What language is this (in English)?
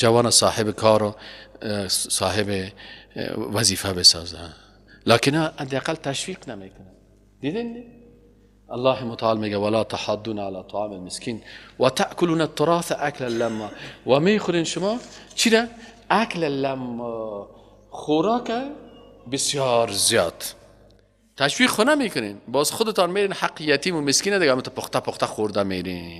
Persian